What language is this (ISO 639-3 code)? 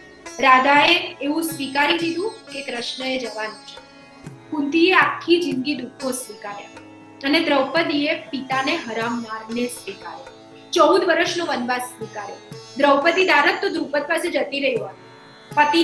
guj